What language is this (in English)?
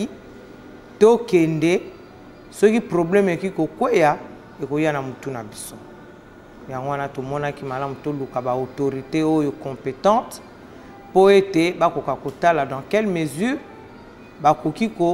Lingala